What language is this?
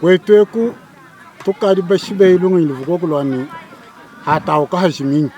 Luba-Lulua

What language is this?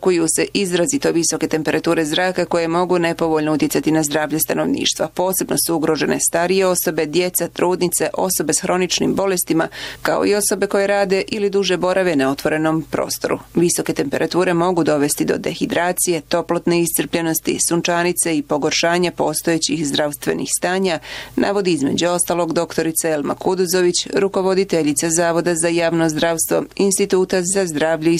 Bosnian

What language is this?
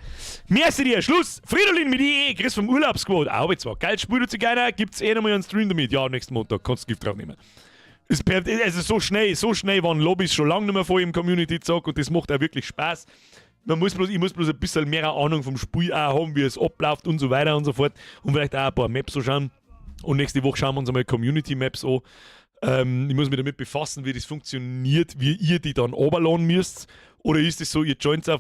Bavarian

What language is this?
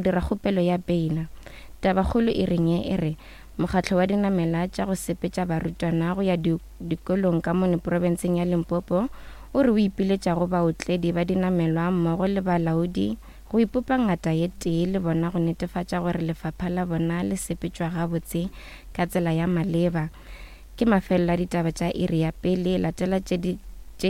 Northern Sotho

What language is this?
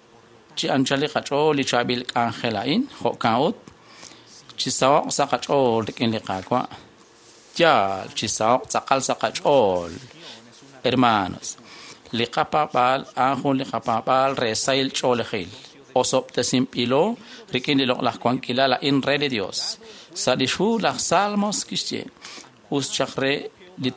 Kekchí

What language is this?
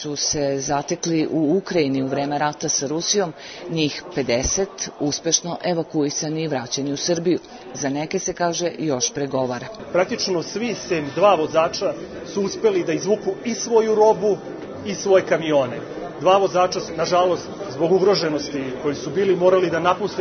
Serbian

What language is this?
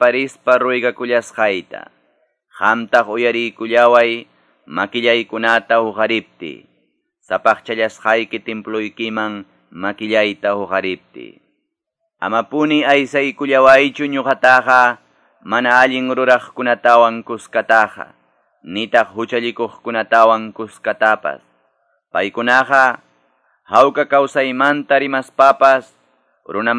Quechua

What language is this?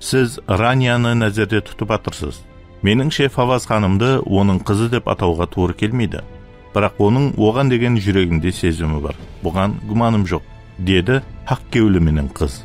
Kara-Kalpak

